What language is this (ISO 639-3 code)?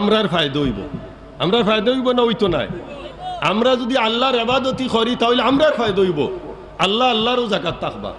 syl